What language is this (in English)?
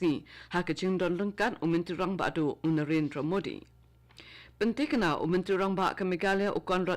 Khasi